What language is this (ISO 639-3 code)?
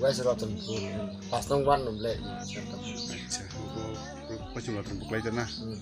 trp